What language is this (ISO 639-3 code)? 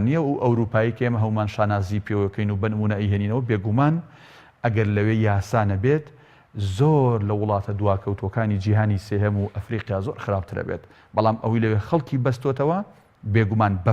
ckb